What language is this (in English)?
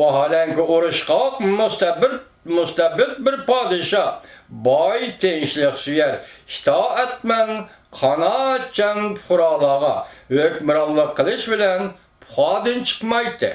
Uyghur